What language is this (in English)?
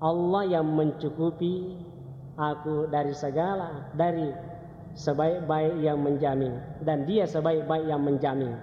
Buginese